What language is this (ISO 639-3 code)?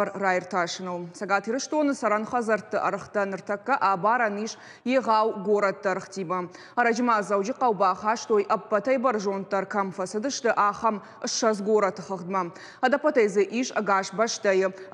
oss